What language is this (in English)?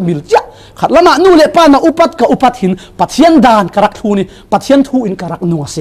Falam Chin